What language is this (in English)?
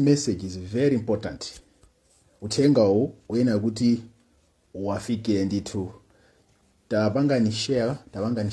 Nyanja